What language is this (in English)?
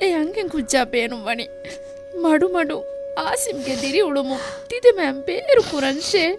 Divehi